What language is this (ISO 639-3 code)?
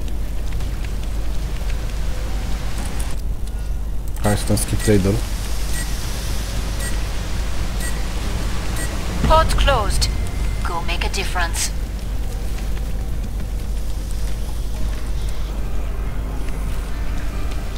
ron